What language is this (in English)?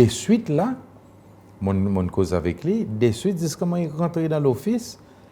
Seselwa Creole French